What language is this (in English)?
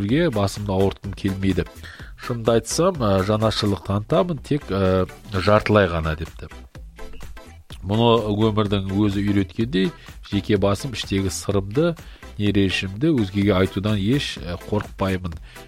Kazakh